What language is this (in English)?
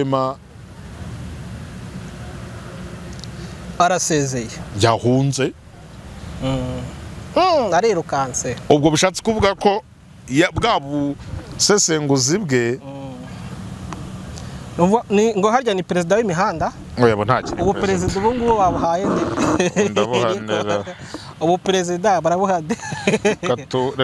Kinyarwanda